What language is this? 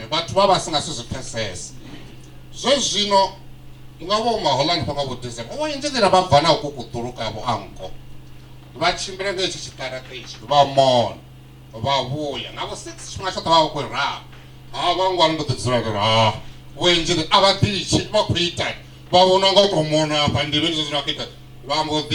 Venda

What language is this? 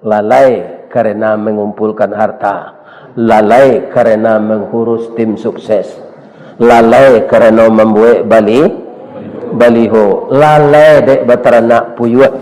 Minangkabau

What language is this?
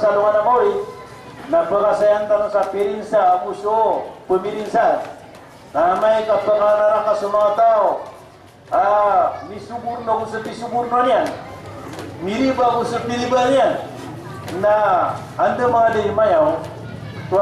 Maranao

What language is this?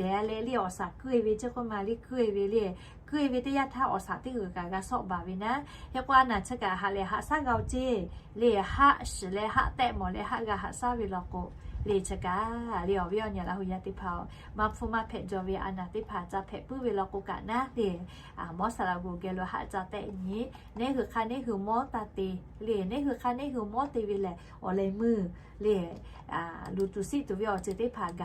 Lahu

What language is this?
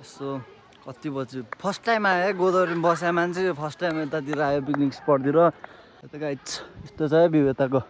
Nepali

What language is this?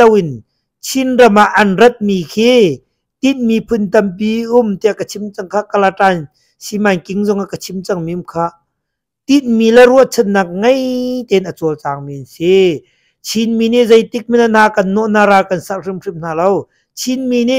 Hakha Chin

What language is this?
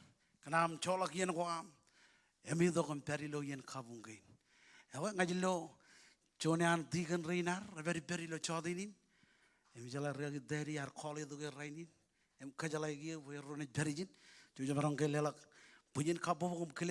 Marshallese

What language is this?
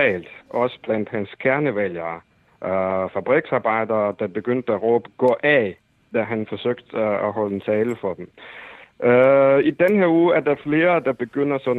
Danish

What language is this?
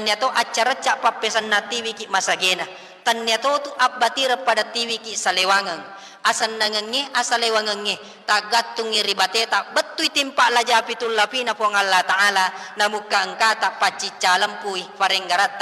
Buginese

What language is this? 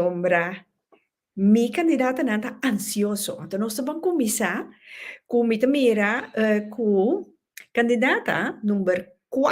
Papiamento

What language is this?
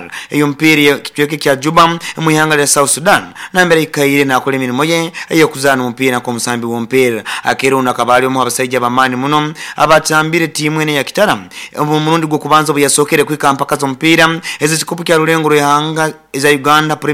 Nyoro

